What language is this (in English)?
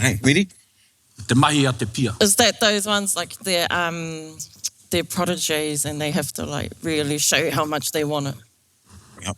Māori